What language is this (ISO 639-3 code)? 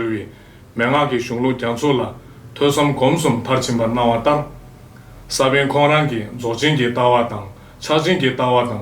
bod